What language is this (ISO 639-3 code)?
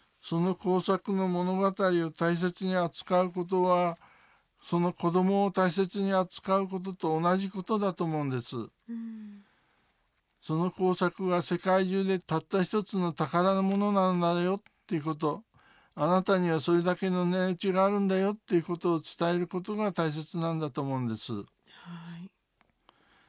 jpn